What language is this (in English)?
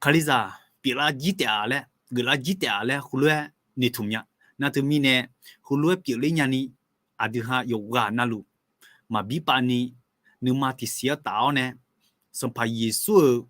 Akha